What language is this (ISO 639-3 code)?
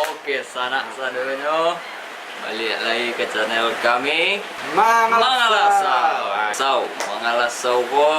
min